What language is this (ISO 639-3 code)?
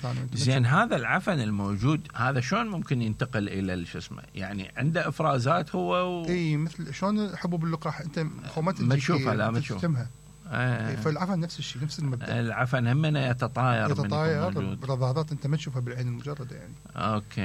acm